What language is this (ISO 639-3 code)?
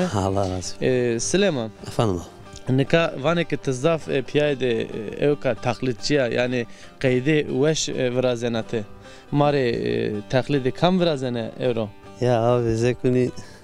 zza